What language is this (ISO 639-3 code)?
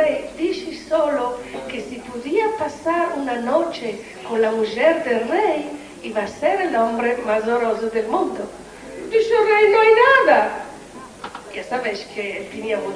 lad